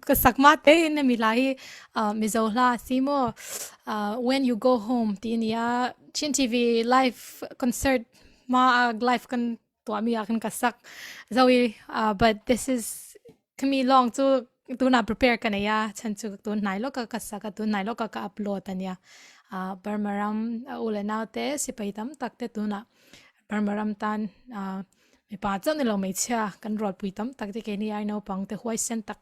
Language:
Falam Chin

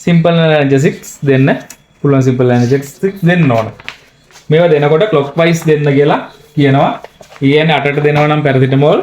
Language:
Sinhala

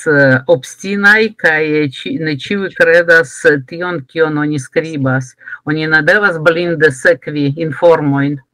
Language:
Esperanto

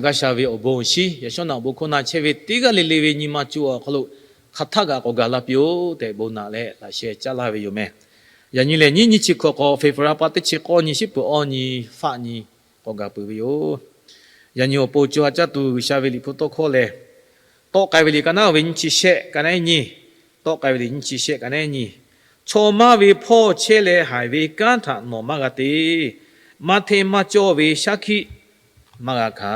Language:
Lahu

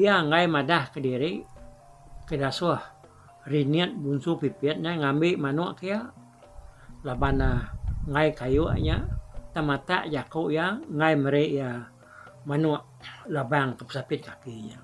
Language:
Iban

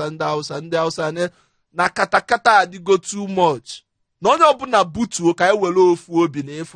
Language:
Igbo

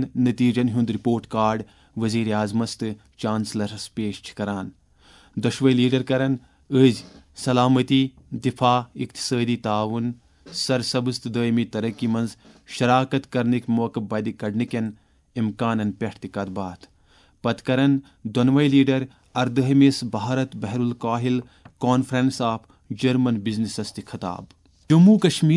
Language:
Kashmiri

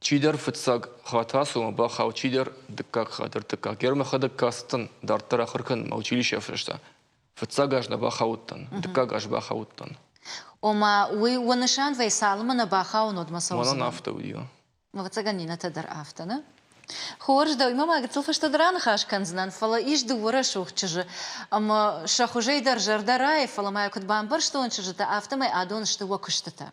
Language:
Ossetic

